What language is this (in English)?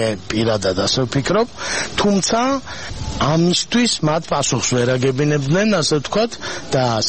Georgian